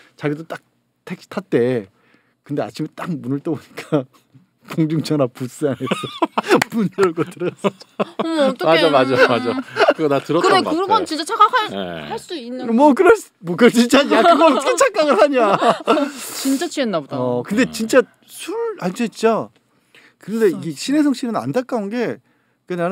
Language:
Korean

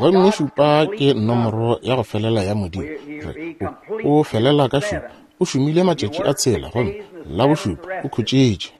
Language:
Northern Sotho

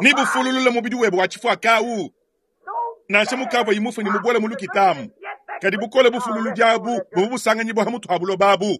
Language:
Luba-Lulua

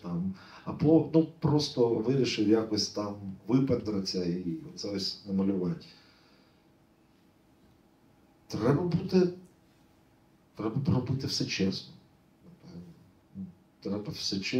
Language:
Ukrainian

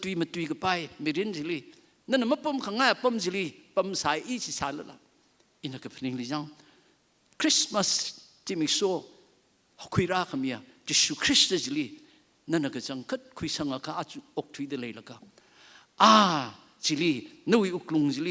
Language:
Tangkhul Naga (India)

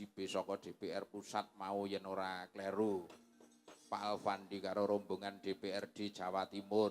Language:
Javanese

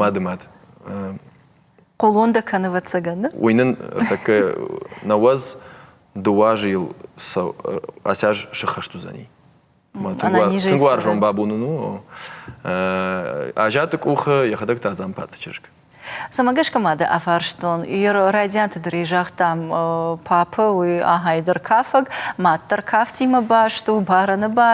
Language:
Ossetic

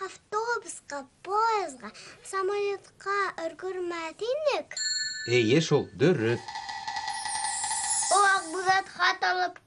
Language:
Bashkir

